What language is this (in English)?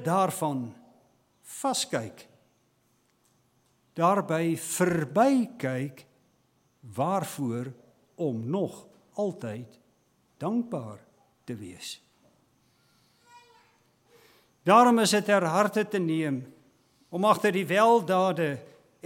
Afrikaans